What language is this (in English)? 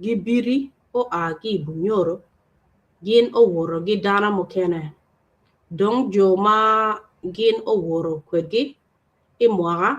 Acoli